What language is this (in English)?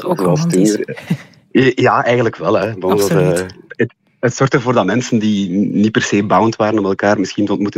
Dutch